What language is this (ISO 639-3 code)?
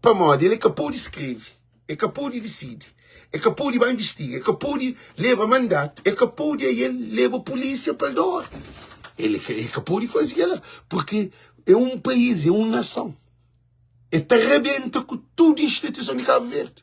kea